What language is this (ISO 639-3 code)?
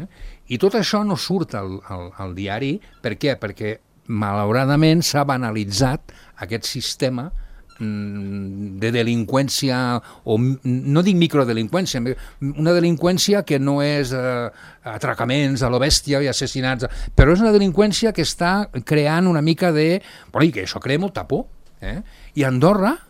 cat